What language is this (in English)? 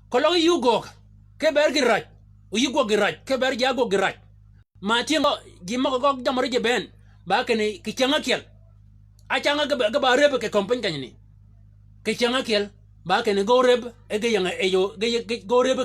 Shilluk